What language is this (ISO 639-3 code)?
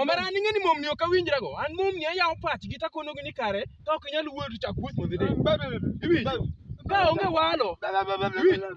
luo